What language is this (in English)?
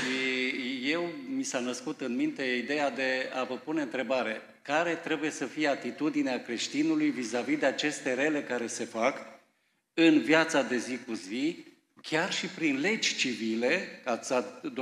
Romanian